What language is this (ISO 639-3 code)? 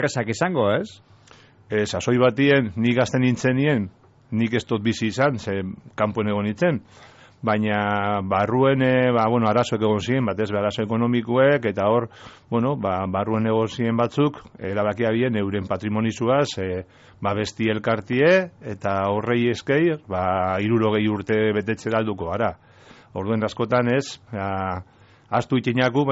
eus